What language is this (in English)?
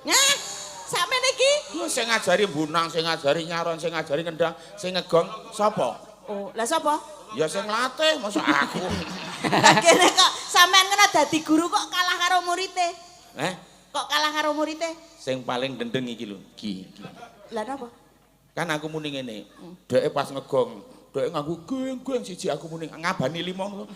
Javanese